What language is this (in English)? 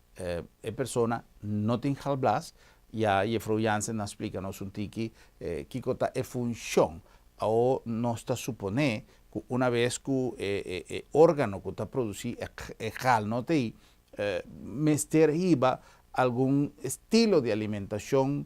Papiamento